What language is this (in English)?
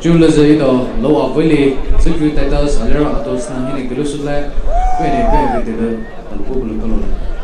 Poumei Naga